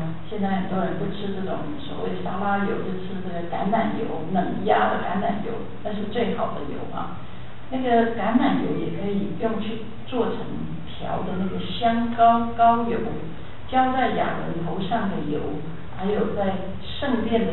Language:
Chinese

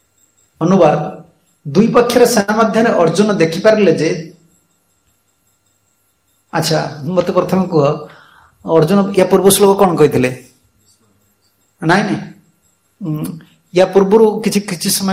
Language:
Odia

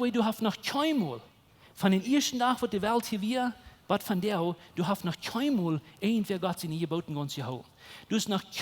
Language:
Plautdietsch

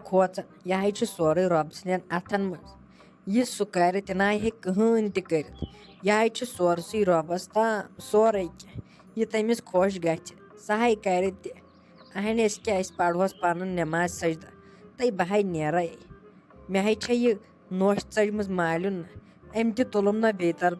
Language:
Kashmiri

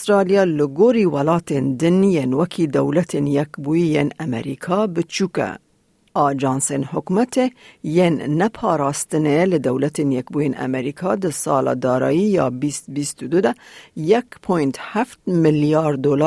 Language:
Kurdish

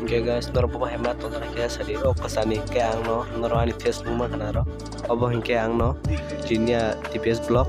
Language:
Kok Borok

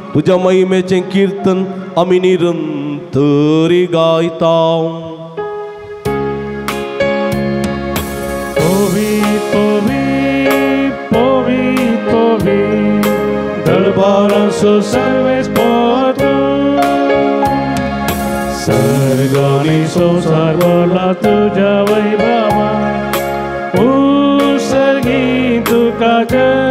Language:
Konkani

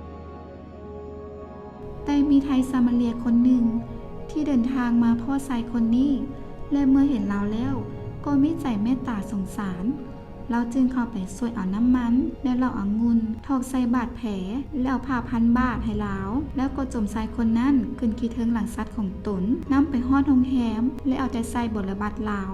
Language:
Lao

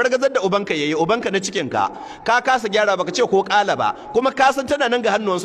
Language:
Hausa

